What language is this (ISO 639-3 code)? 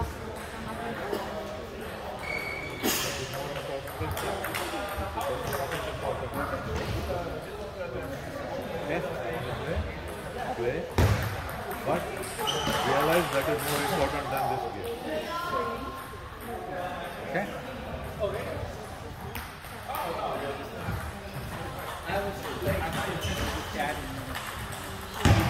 eng